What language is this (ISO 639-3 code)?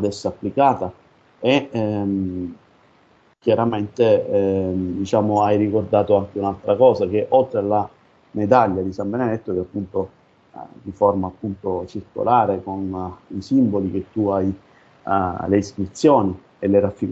ita